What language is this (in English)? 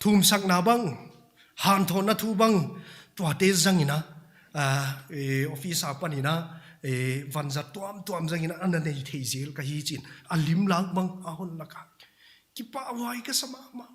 Paite Chin